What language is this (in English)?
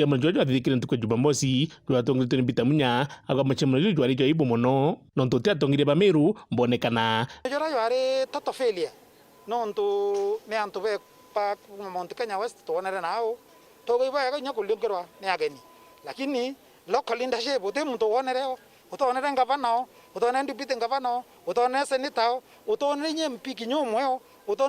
Meru